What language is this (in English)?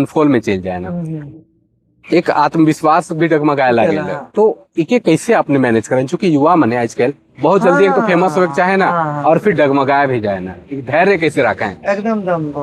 Sadri